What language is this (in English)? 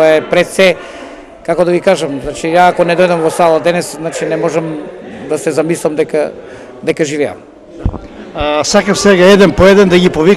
Macedonian